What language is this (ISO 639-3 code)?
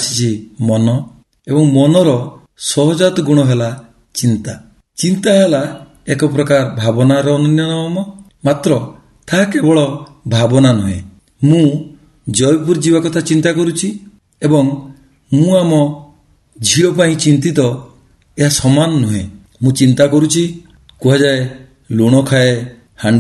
ori